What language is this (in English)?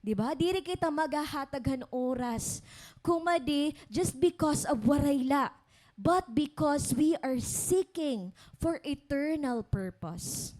Waray